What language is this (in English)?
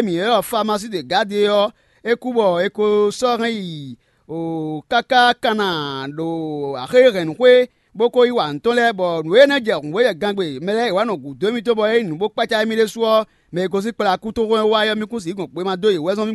Fon